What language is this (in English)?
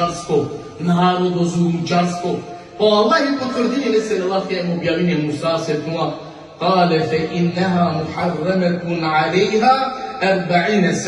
Balkan Romani